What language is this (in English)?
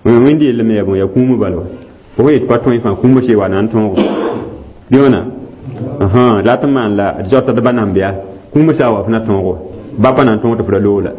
Mossi